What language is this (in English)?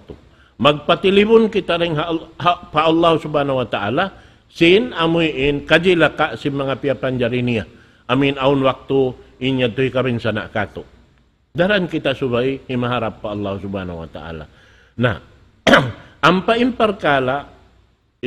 Tausug